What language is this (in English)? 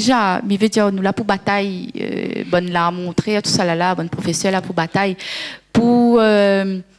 Réunion Creole French